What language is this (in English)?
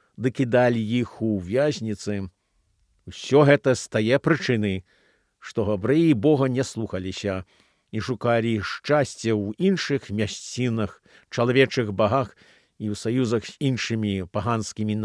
Belarusian